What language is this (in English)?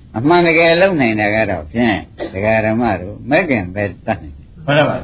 Burmese